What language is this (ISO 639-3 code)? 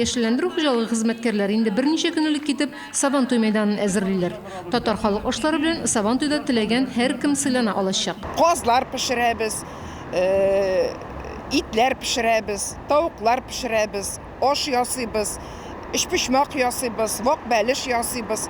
tat